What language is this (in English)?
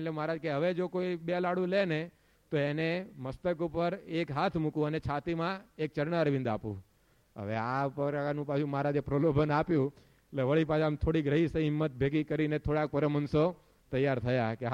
Gujarati